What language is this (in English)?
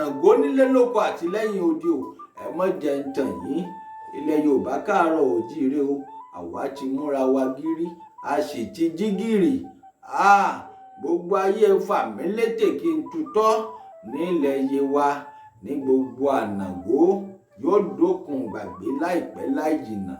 Yoruba